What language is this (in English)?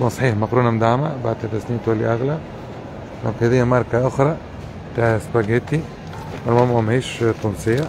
Tunisian Arabic